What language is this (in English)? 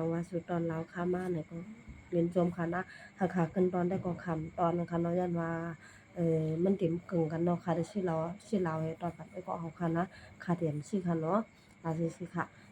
Shan